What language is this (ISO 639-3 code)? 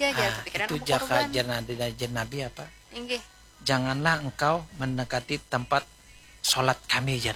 bjn